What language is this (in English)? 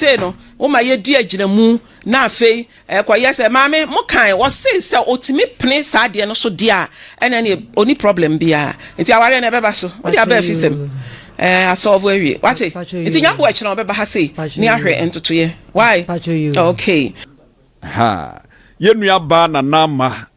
Akan